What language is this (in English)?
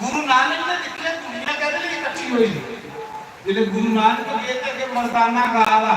Dogri